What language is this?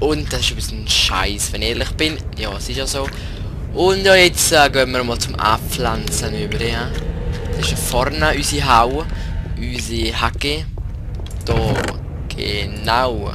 Swiss German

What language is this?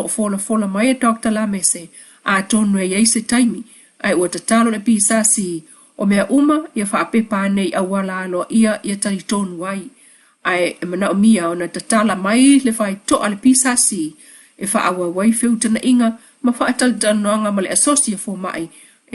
Samoan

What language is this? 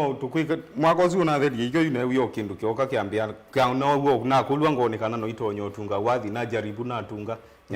Kamba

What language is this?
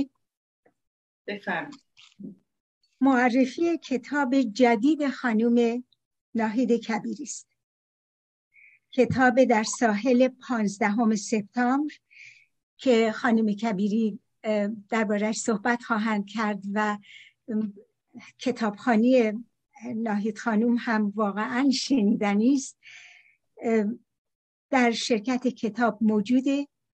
Persian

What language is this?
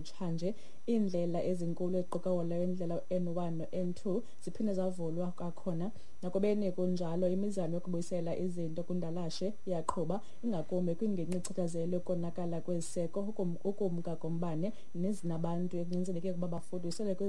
Xhosa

